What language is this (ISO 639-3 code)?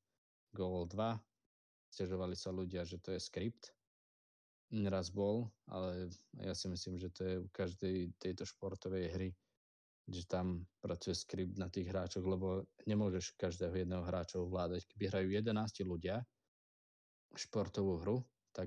slk